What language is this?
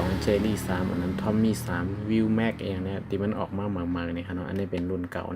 Shan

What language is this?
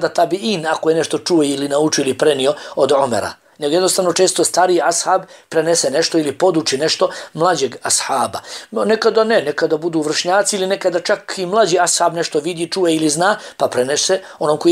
Bosnian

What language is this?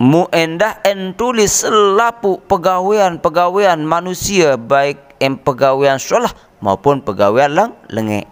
Sasak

